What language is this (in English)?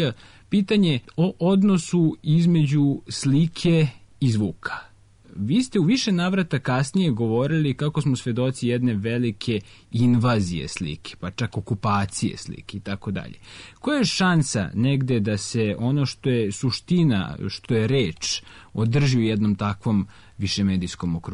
Serbian